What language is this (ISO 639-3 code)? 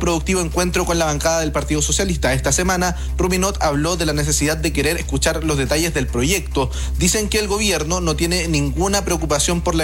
spa